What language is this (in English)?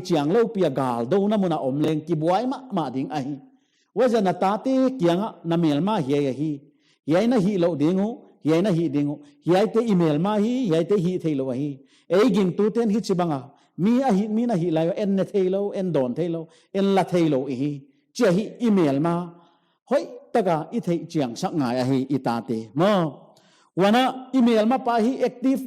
Paite Chin